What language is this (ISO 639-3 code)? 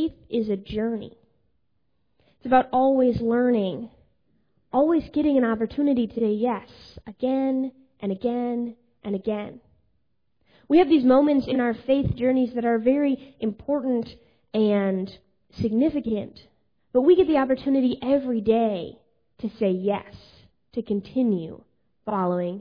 eng